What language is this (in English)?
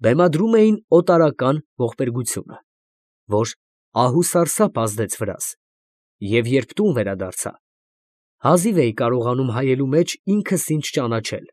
Armenian